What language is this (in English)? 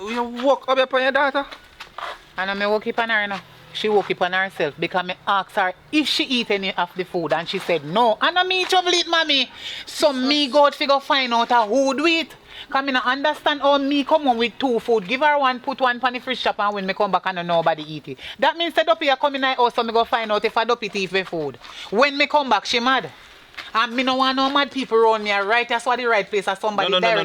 Jamaican Creole English